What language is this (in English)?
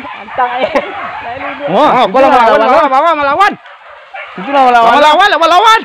Minangkabau